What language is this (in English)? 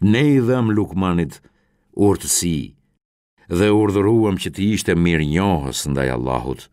Albanian